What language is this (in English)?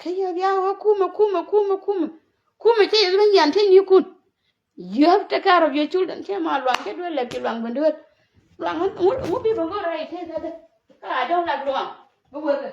Nuer